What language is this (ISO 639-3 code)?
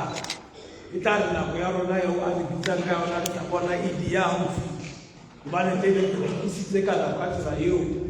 sot